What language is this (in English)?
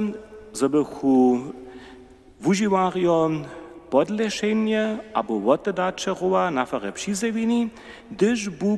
Upper Sorbian